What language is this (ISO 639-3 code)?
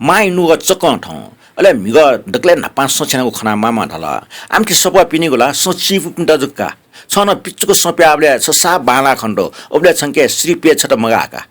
new